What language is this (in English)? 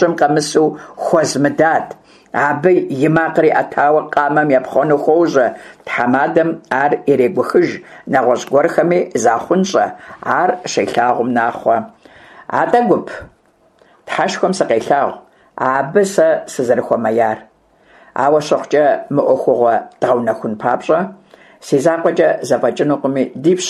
Kabardian